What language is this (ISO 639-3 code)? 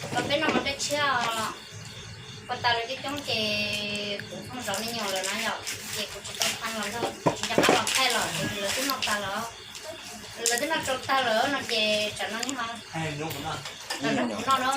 hmn